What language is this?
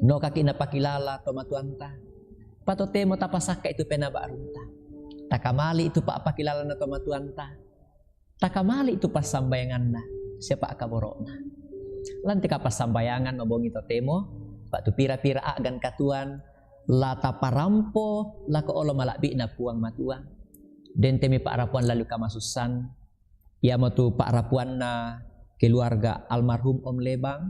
Toraja-Sa'dan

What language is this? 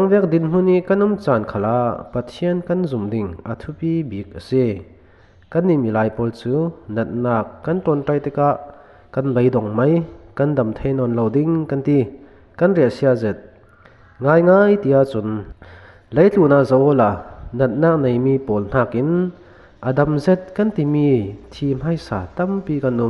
Falam Chin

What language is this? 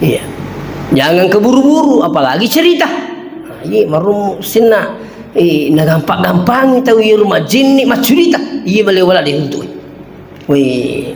Buginese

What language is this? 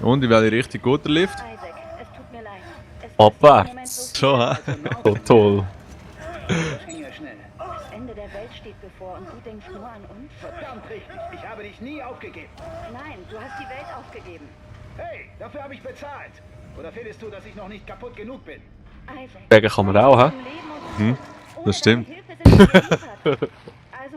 Swiss German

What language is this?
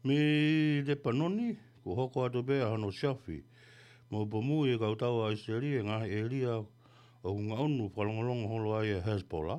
Tongan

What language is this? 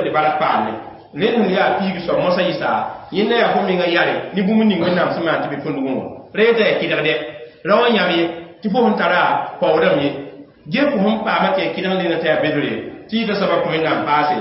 Mossi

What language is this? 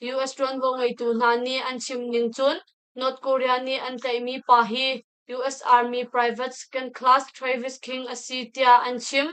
Hakha Chin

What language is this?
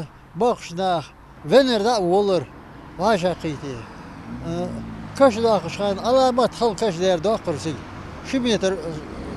Ingush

